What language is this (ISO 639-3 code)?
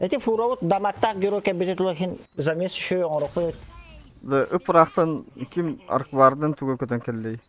sah